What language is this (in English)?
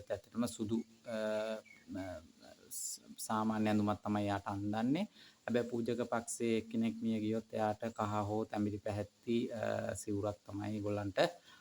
Sinhala